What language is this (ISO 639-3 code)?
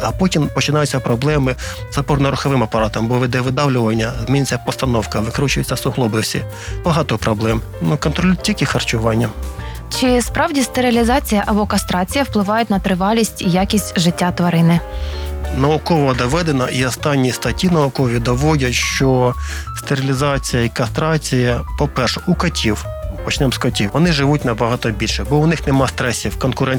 ukr